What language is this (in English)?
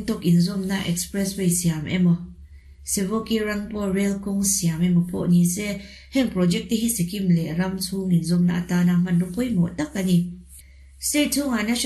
Mizo